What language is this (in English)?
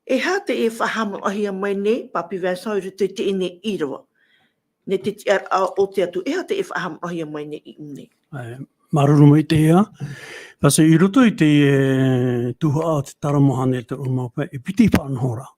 Tahitian